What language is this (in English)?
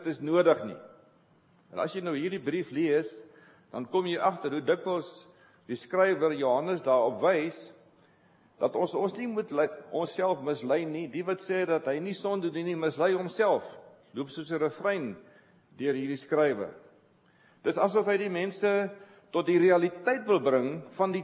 Afrikaans